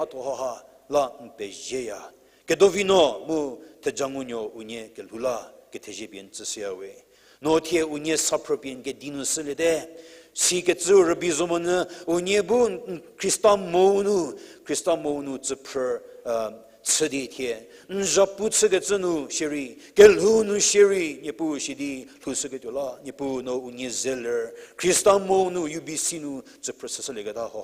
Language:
Angami Naga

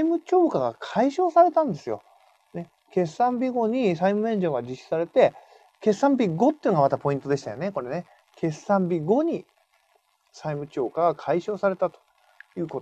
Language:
Japanese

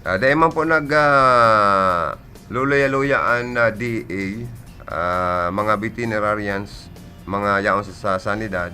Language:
Bikol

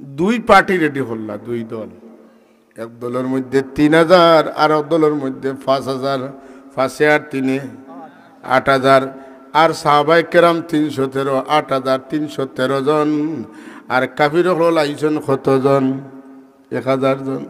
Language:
Sylheti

